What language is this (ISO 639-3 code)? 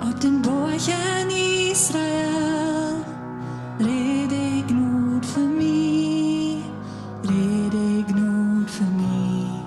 pdt